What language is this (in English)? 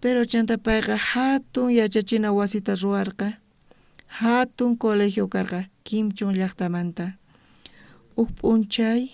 South Bolivian Quechua